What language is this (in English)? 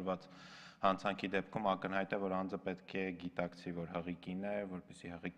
Armenian